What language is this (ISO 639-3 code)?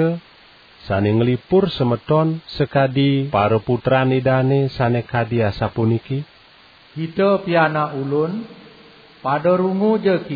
ban